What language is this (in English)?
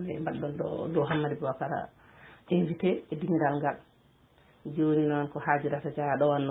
Fula